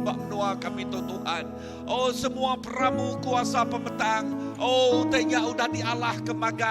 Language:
Iban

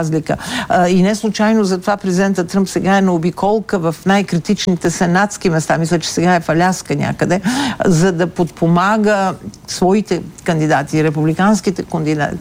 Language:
Bulgarian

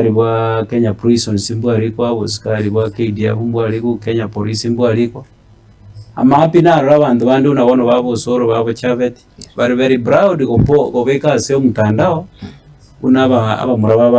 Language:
Gusii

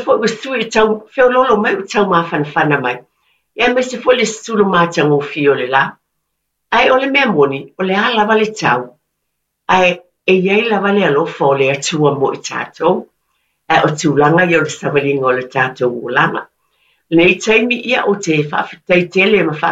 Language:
Samoan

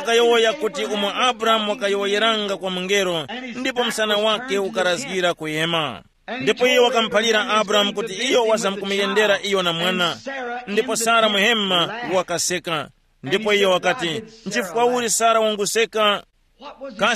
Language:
Tumbuka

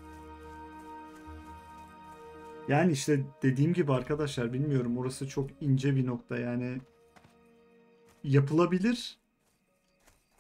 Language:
Turkish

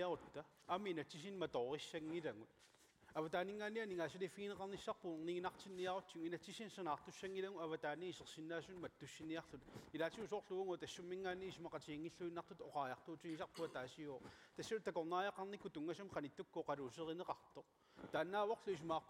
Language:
Kalaallisut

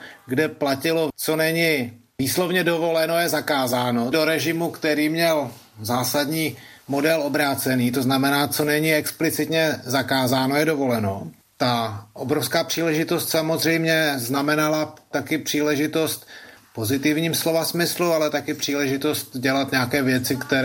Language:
Czech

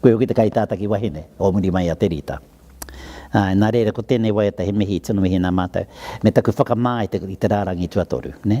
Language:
Māori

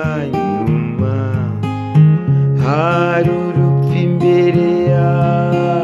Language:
Kinyarwanda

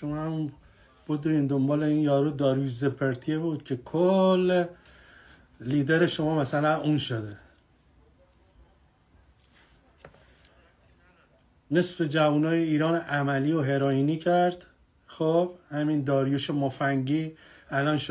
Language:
Persian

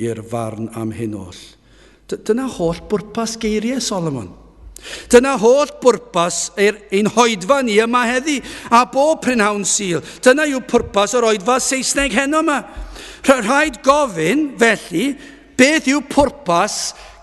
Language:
Welsh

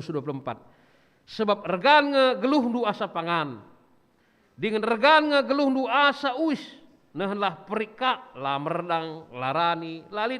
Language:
Batak Karo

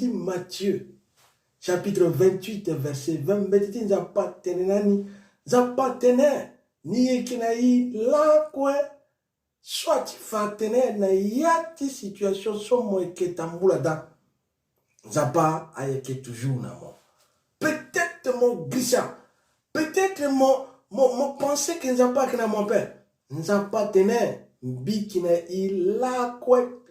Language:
Sango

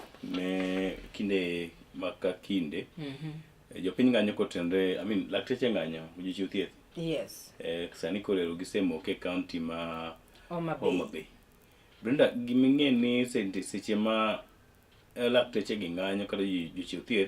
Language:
Luo (Kenya and Tanzania)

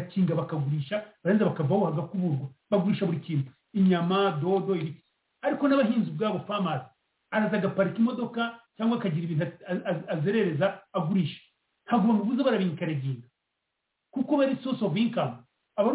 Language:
Kinyarwanda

